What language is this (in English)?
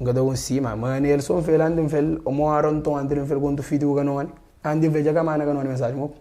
Kabuverdianu